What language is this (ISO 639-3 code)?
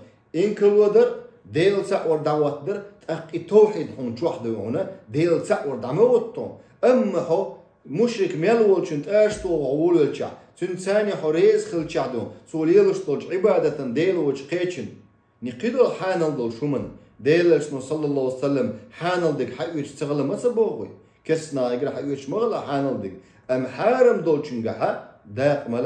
che